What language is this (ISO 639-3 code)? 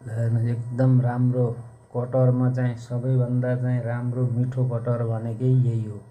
nep